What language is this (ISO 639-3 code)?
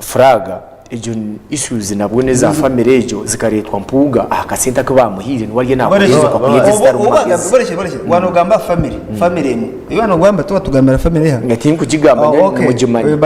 nyn